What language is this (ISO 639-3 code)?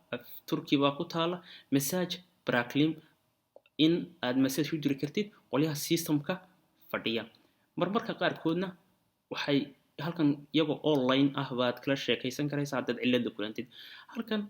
som